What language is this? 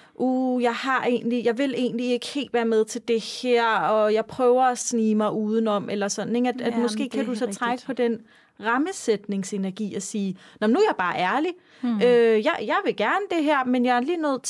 Danish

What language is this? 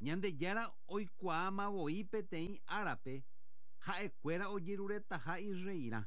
Guarani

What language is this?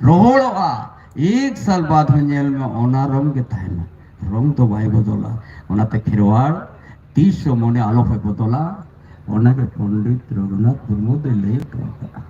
Santali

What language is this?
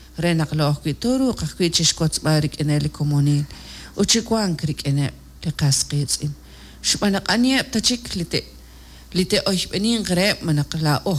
Kekchí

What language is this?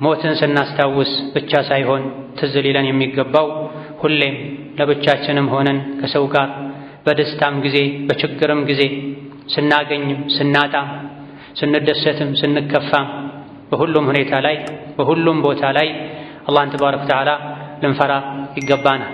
Amharic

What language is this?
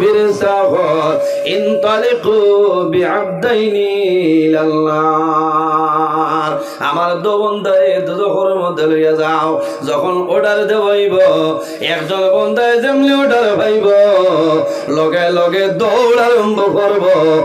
Sylheti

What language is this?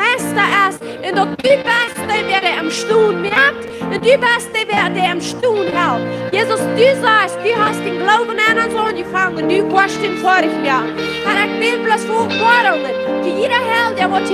Plautdietsch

